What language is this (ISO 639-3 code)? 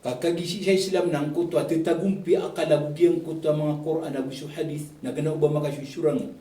mrw